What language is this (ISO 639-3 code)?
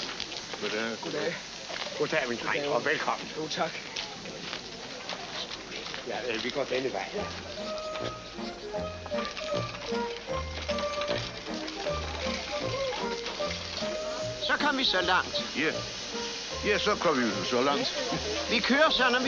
dan